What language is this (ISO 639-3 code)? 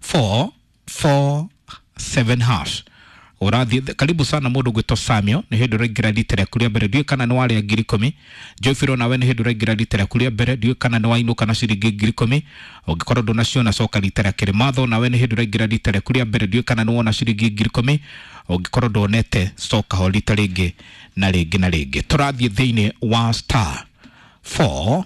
kik